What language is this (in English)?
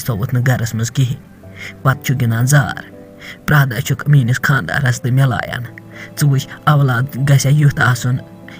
Kashmiri